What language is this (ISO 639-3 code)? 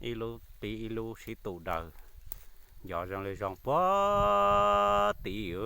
hmn